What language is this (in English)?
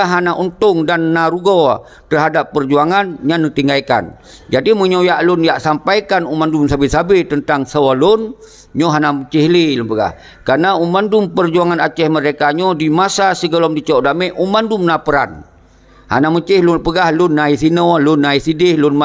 Achinese